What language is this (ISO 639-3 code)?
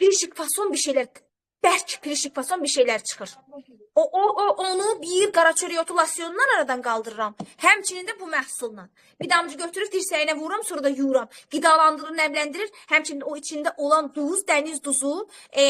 aze